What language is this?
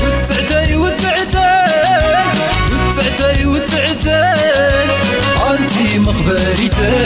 Tigrinya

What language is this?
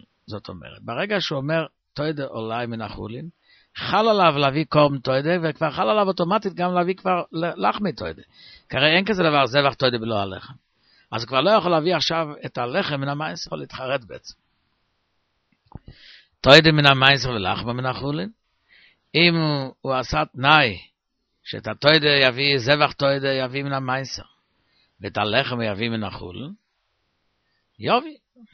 Hebrew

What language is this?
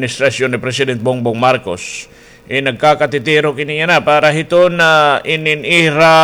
Waray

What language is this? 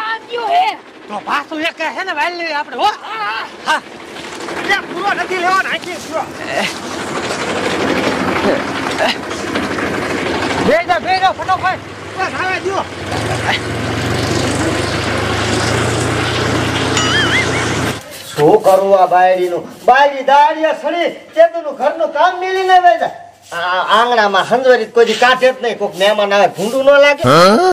Gujarati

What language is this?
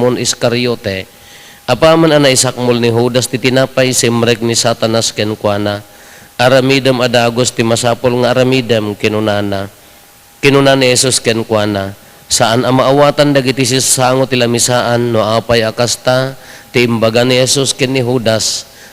Iloko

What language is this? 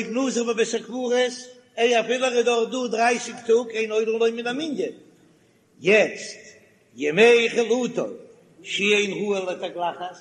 Yiddish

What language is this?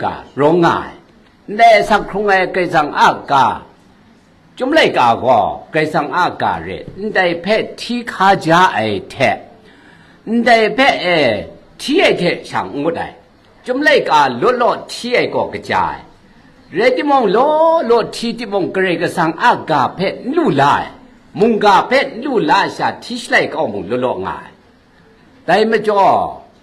Kachin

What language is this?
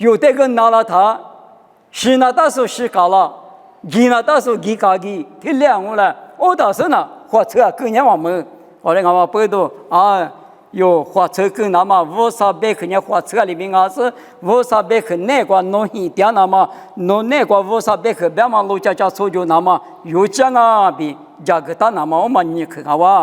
Lisu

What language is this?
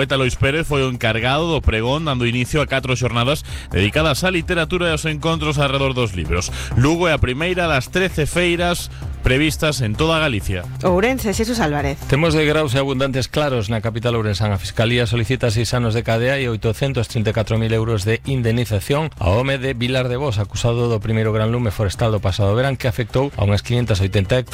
Galician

